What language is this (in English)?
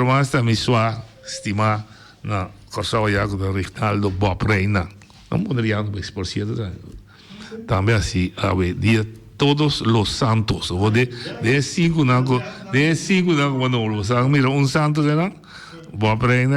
Papiamento